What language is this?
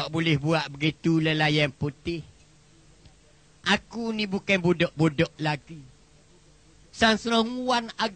Malay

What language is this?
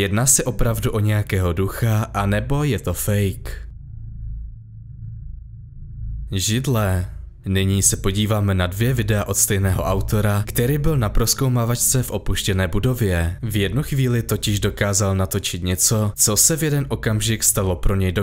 Czech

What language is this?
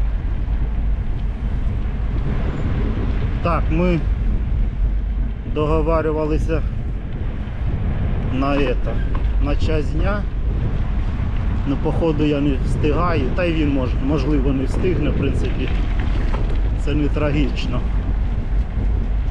Ukrainian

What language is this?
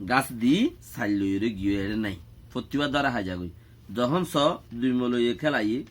Rohingya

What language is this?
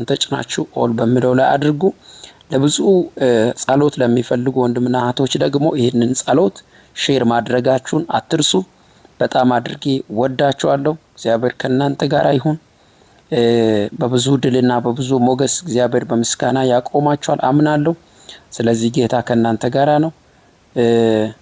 Amharic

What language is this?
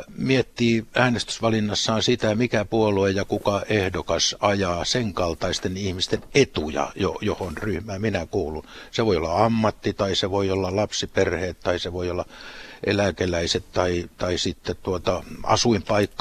Finnish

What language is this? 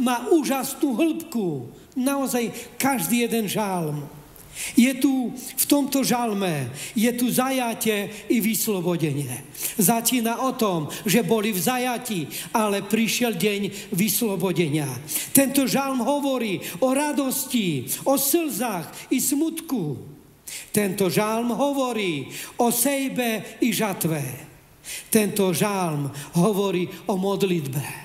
Slovak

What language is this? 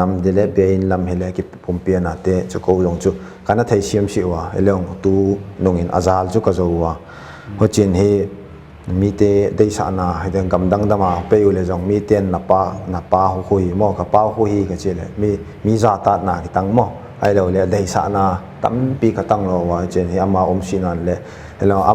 Paite Chin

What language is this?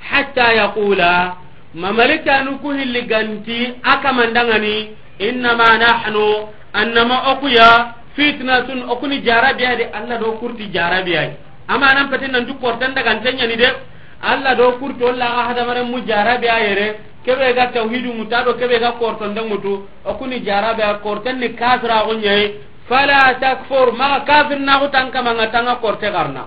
Soninke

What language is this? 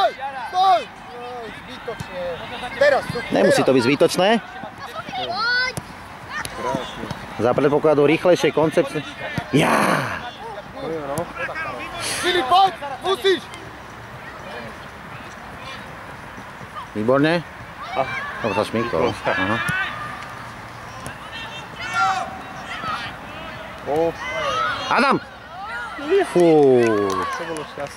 Slovak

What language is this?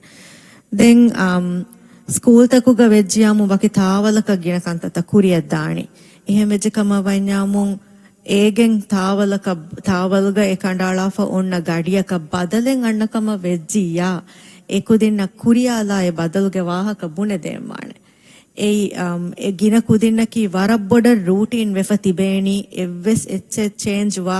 Divehi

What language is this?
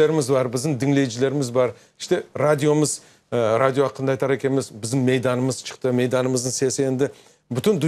Crimean Tatar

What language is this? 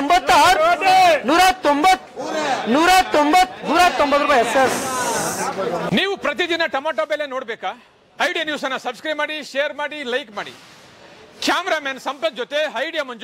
Kannada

